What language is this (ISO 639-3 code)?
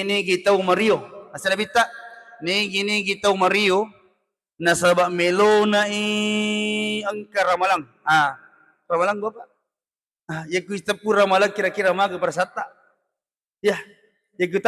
bug